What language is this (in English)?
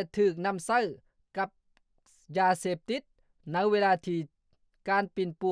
Lao